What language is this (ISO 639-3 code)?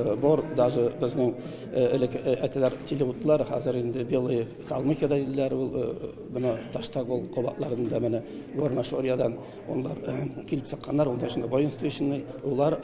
tat